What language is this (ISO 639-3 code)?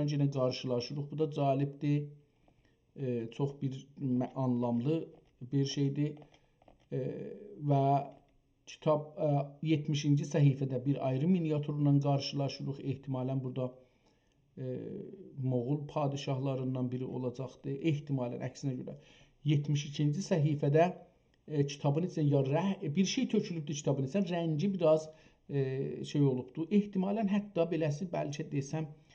azb